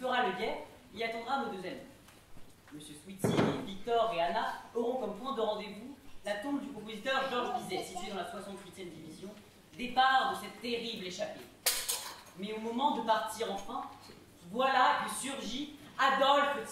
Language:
French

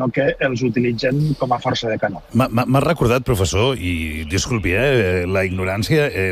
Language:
Catalan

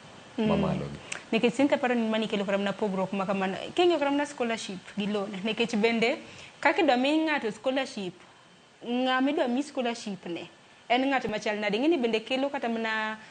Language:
Luo (Kenya and Tanzania)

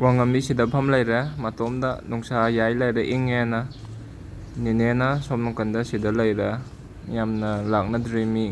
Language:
Manipuri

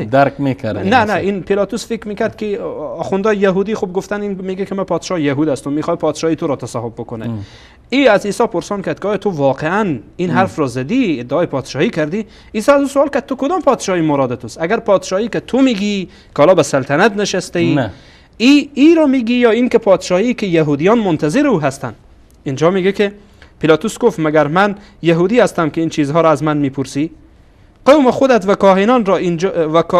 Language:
Persian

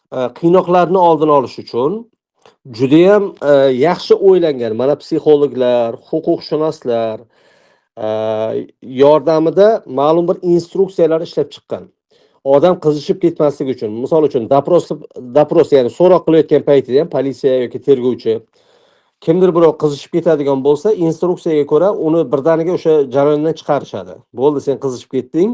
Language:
Uzbek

